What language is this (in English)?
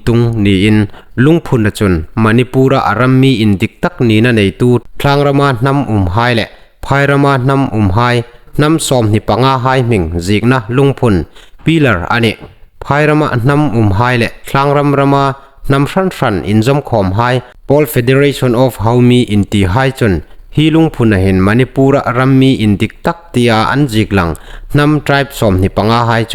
Hmar